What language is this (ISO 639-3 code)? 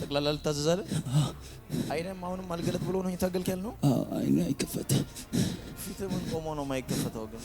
amh